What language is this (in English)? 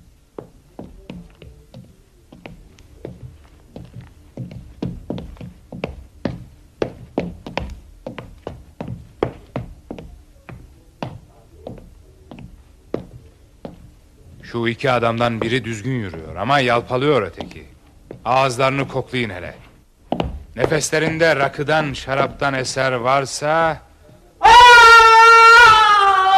Turkish